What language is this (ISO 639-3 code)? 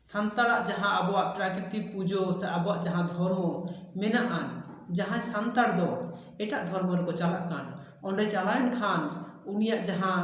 sat